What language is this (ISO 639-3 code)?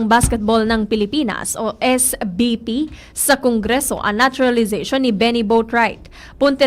bik